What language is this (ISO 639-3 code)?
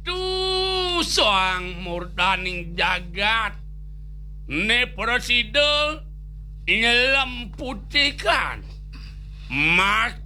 ban